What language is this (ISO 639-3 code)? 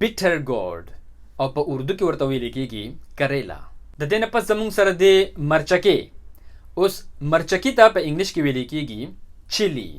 pus